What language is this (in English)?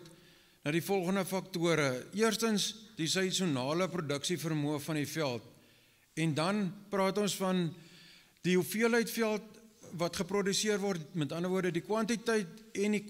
Afrikaans